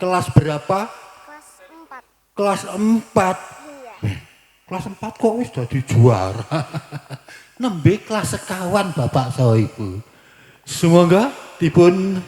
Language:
Javanese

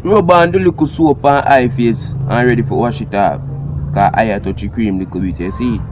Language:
Jamaican Creole English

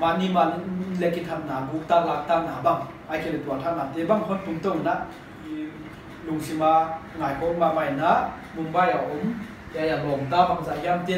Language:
Paite Chin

